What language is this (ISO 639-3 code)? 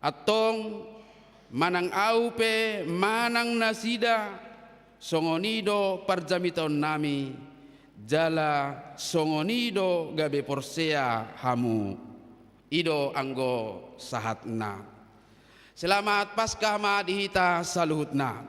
bbc